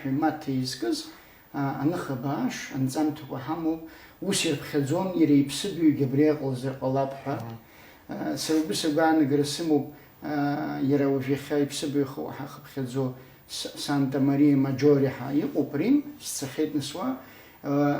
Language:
Abkhazian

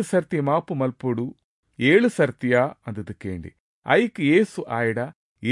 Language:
Tulu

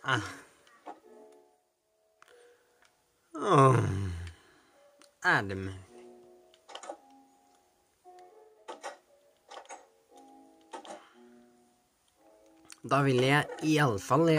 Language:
Norwegian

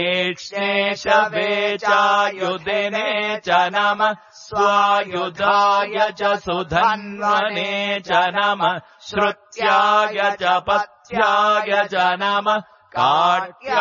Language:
Sanskrit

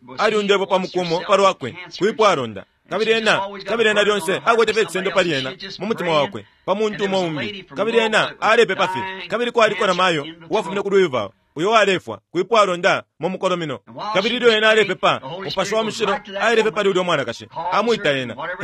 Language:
Bemba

